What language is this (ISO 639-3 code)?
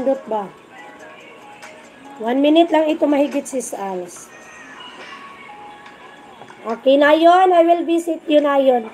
fil